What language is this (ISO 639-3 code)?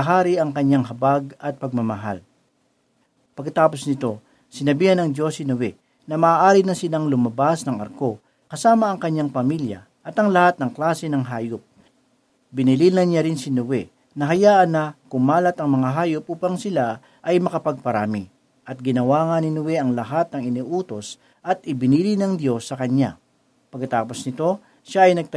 fil